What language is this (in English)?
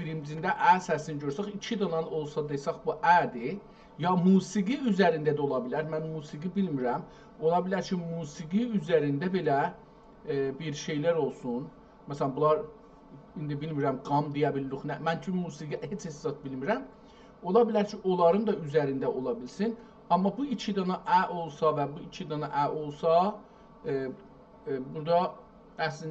South Azerbaijani